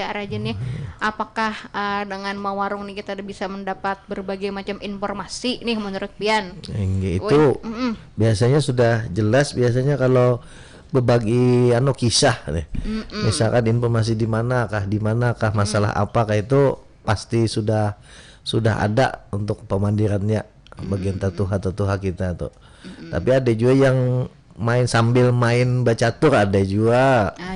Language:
Banjar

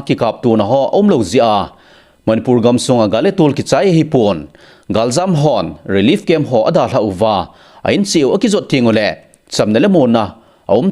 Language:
Thado Chin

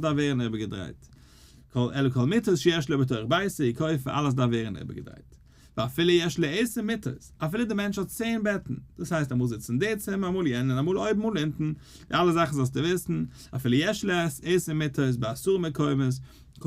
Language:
Yiddish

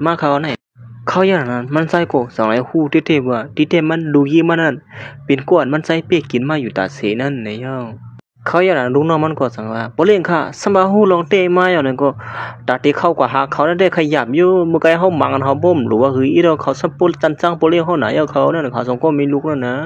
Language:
Shan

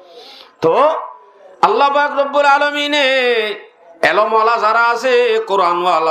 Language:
Rohingya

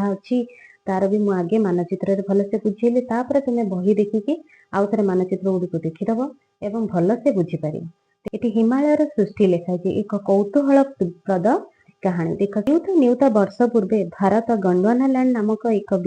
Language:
Odia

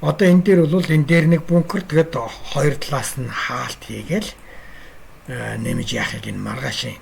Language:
Mongolian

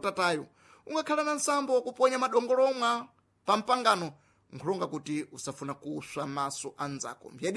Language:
Sena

